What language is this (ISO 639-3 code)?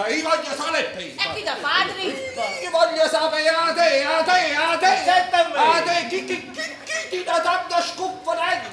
nap